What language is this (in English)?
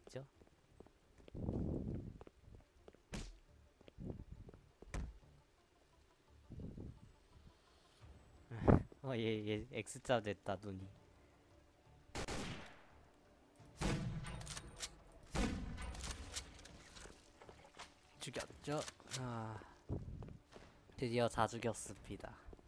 Korean